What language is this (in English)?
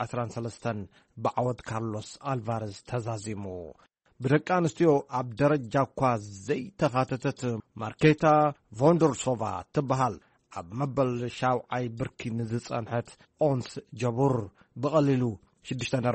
Tigrinya